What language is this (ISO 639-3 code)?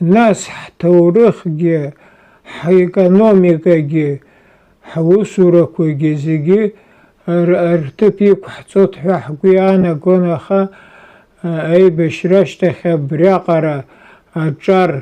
abk